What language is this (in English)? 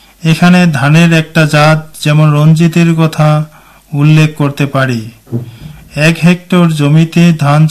Bangla